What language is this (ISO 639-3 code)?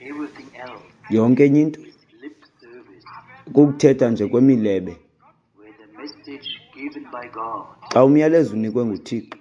xho